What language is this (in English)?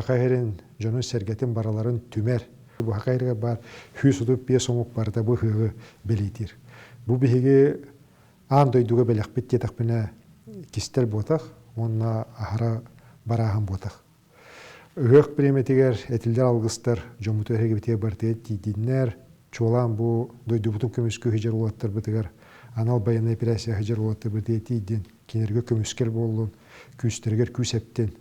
Yakut